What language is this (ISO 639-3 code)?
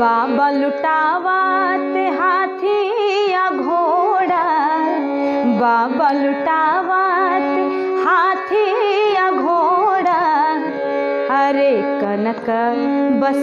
bho